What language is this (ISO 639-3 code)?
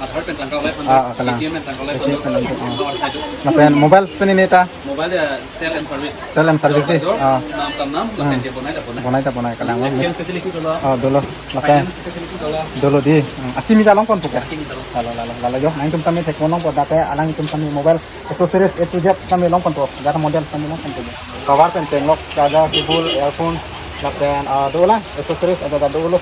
mjw